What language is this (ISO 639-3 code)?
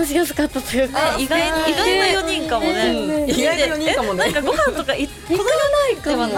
jpn